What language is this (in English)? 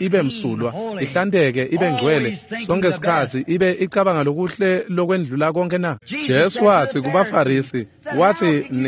Swati